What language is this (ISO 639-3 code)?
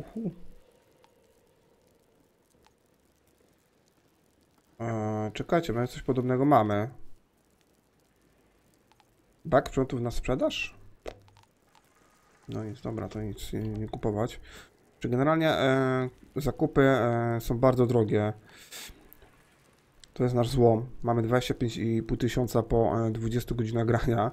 pol